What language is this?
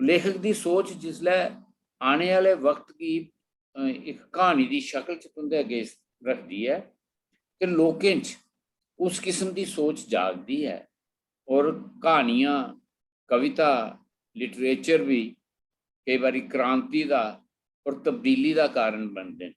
Dogri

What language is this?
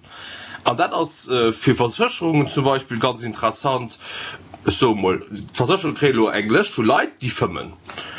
Luxembourgish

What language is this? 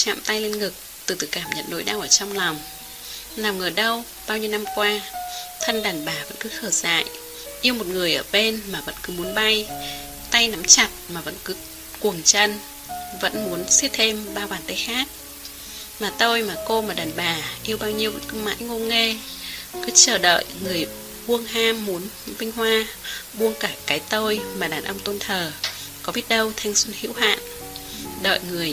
Vietnamese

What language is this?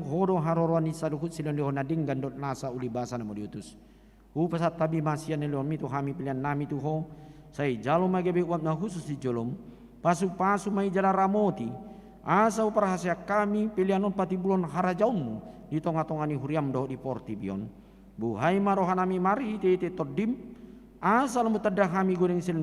Batak Toba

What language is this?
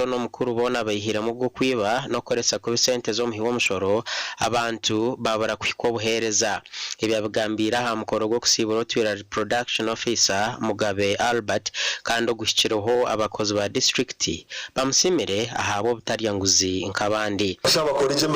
Nyankole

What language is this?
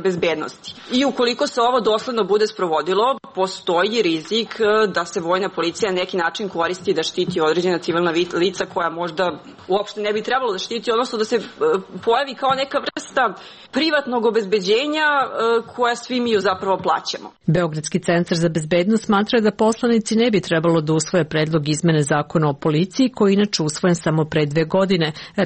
Serbian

